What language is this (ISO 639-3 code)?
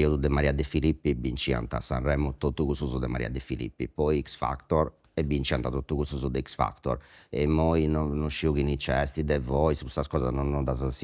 srd